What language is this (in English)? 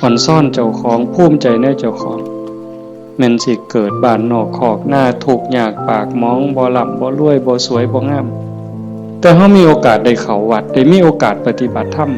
Northeastern Thai